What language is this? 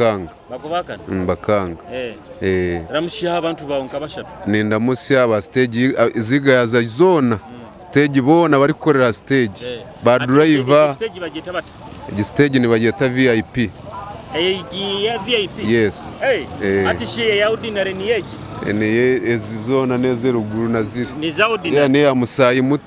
Nyoro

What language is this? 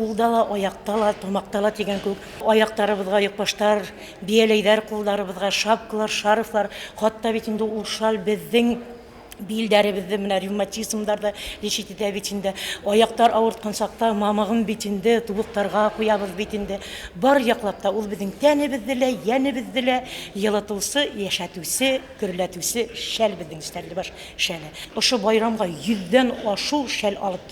Bashkir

